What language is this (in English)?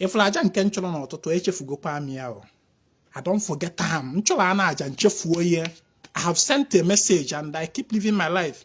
Igbo